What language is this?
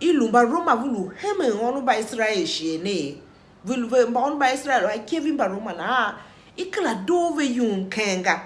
Tiv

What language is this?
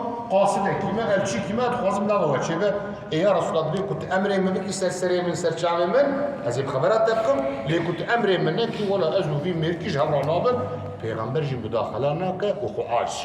Kurdish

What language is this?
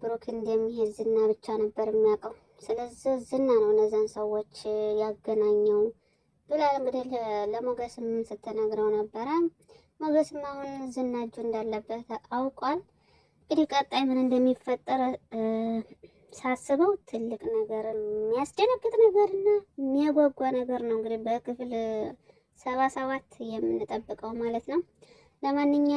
Amharic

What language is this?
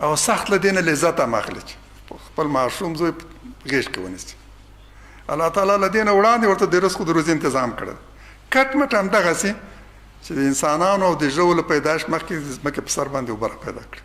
Pashto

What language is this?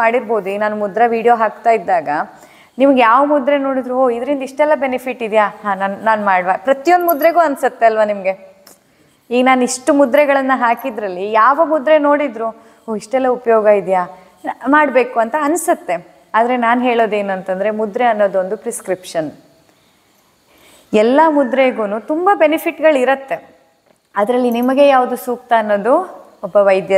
Kannada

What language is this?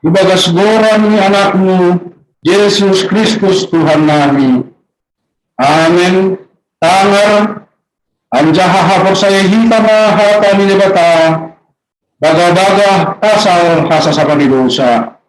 Batak Simalungun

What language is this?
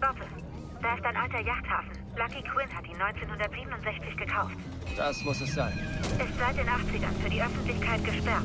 Bavarian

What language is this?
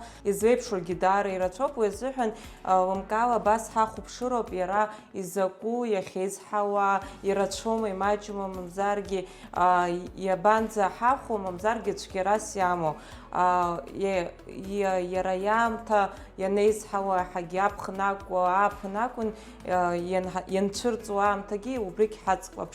Abkhazian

